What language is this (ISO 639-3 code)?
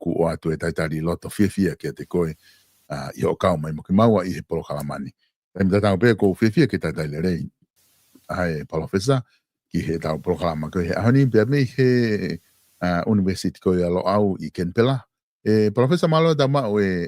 ton